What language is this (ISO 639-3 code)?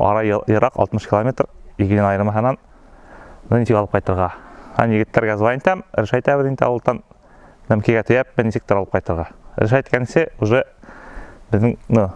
bak